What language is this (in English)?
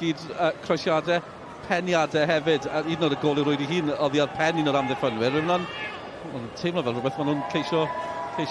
Welsh